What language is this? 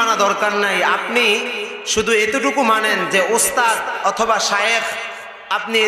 Bangla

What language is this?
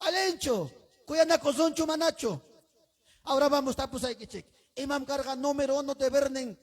Ayacucho Quechua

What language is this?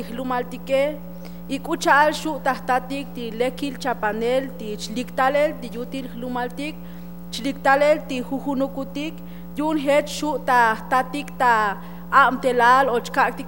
Tzotzil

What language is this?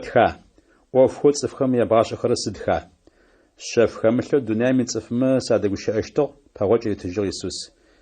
Adyghe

